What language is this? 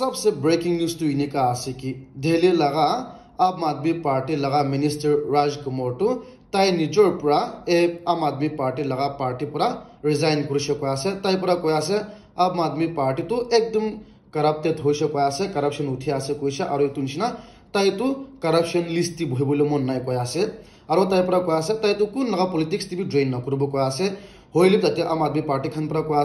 Naga Pidgin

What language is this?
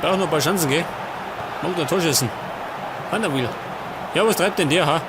Bavarian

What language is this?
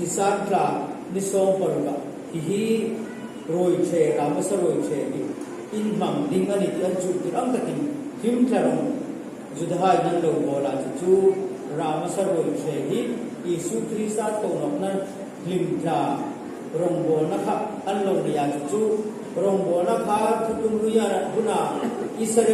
Hmar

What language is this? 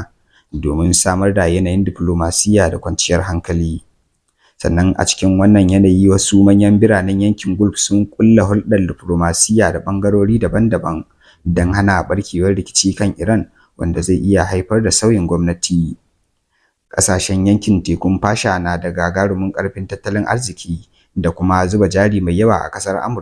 Hausa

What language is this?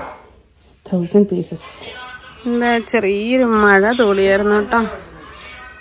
Malayalam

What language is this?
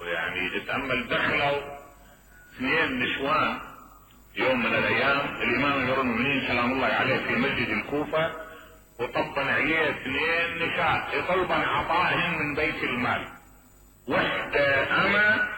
Mesopotamian Arabic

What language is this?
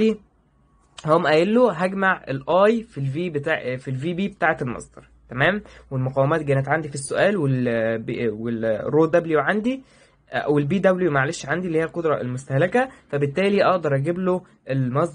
Egyptian Arabic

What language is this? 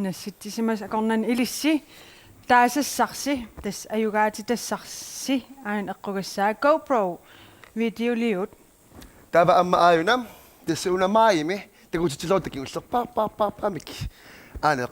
Kalaallisut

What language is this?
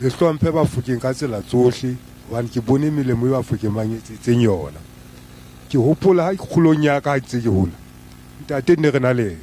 Southern Sotho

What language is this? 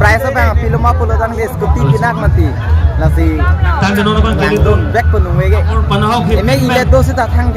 Karbi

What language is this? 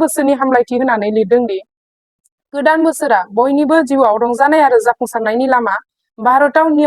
Bodo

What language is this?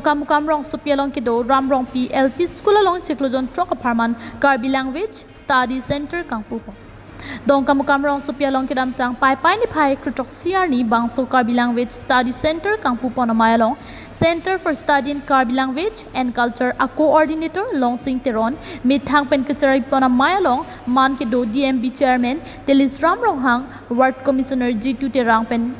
Karbi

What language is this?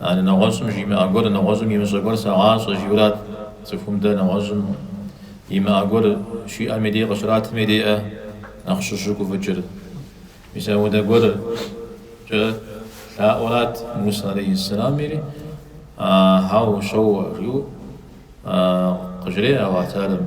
Kabardian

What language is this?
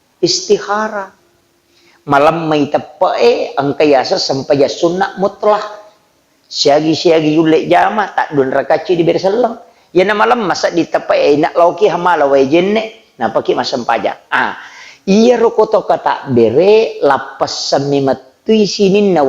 Buginese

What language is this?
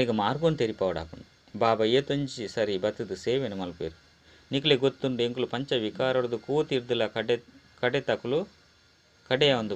Tulu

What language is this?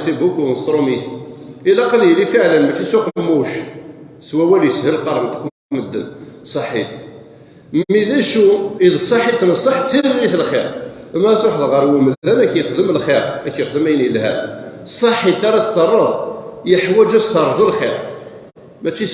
Kabyle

